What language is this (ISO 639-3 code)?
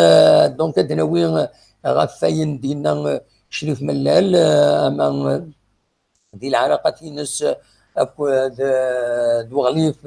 kab